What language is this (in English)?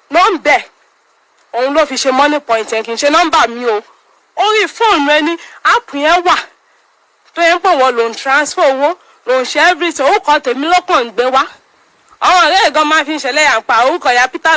Yoruba